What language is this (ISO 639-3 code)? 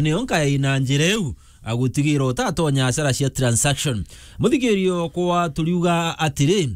mer